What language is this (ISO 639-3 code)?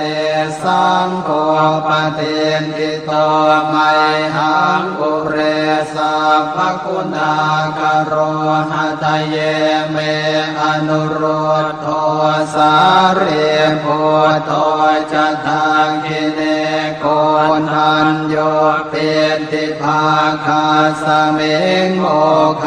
pli